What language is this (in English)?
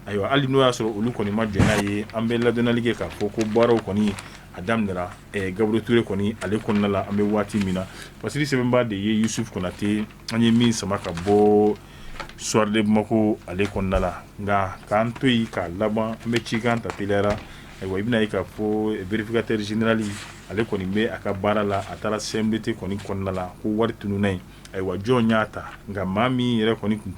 Bambara